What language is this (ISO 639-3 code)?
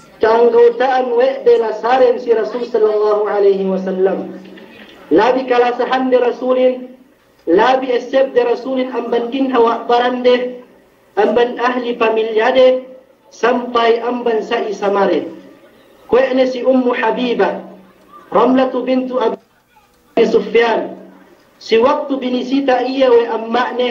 yka